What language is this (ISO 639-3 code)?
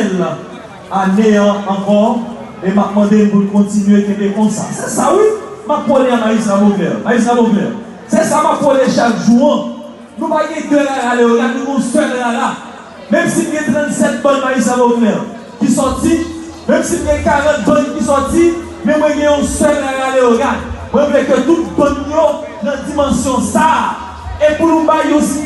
hat